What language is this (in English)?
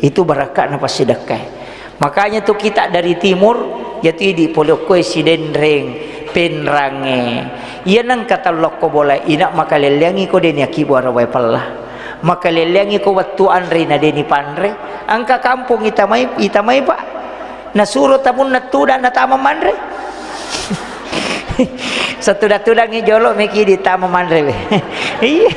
Buginese